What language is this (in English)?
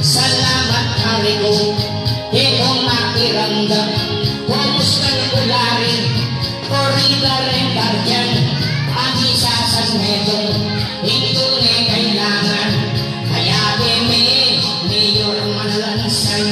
Pampanga